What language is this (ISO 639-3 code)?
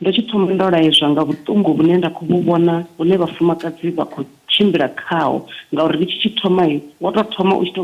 ven